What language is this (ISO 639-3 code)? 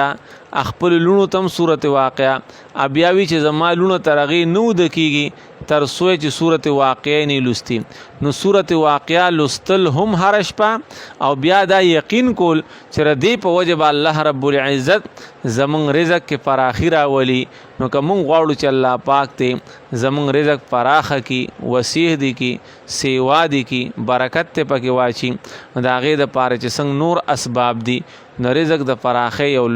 pus